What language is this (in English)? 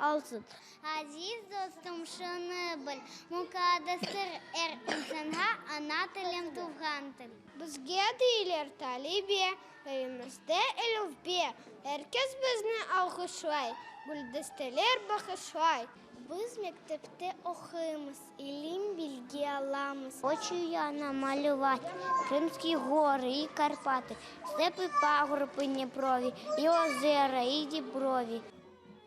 Crimean Tatar